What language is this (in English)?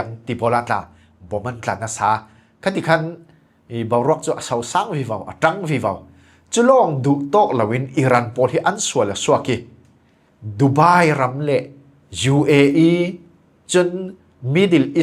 Falam Chin